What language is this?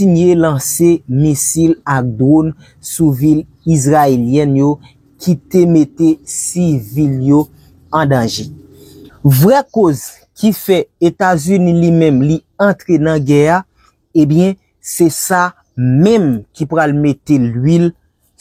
Haitian Creole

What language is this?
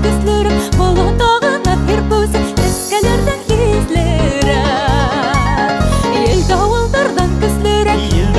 Bashkir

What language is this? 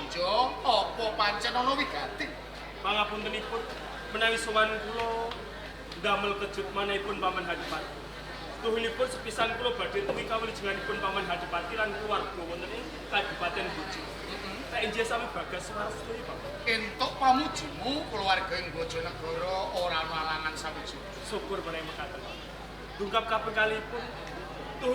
Javanese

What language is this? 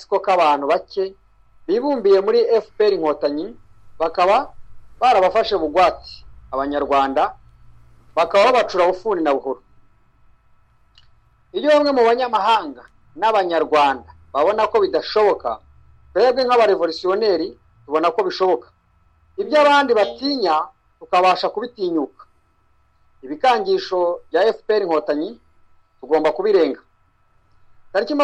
Kinyarwanda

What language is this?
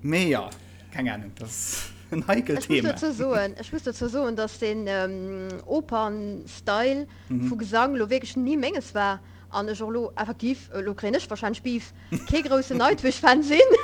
Luxembourgish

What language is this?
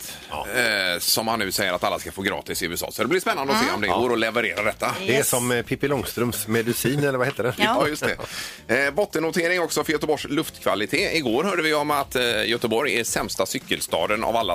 Swedish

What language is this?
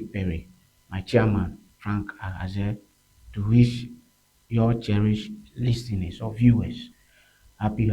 Ewe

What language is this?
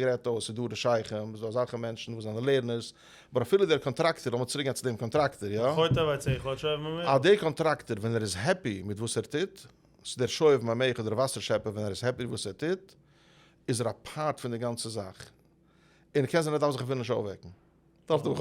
Yiddish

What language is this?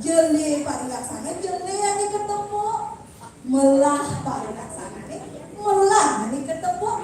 Balinese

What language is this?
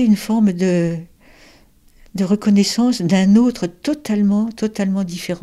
French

